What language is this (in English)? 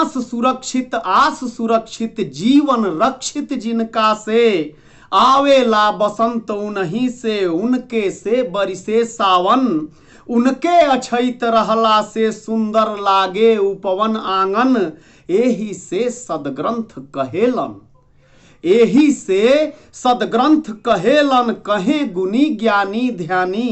Bhojpuri